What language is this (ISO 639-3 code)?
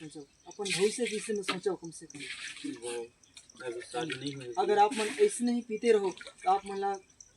hne